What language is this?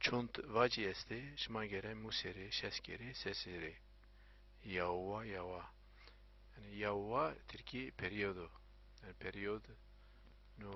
Zaza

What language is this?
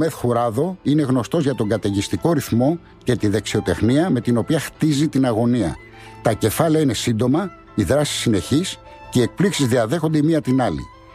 Greek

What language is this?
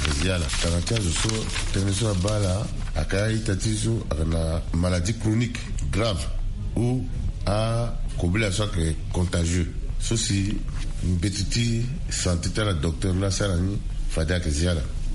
Sango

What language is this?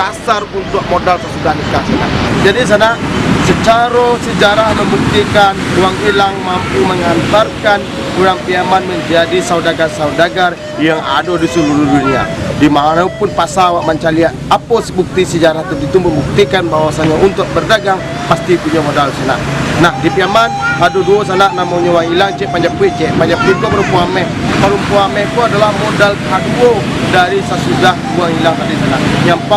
Minangkabau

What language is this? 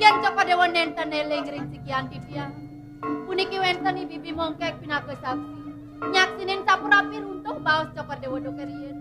Balinese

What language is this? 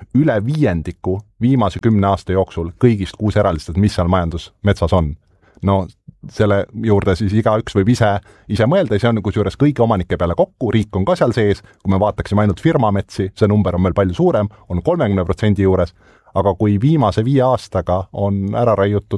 Estonian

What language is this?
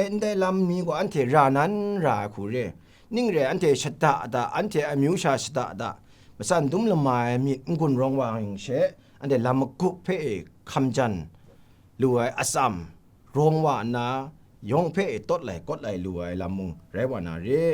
Kachin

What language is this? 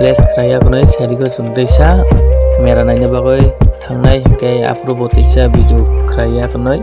Kok Borok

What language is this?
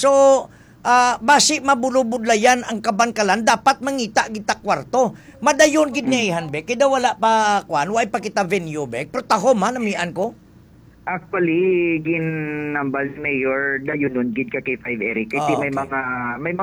Hiligaynon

